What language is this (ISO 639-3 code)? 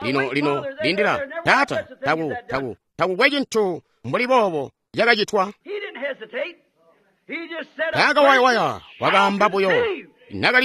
toi